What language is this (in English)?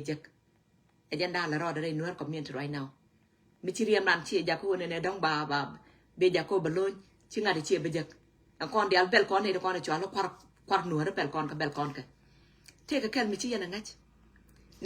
Nuer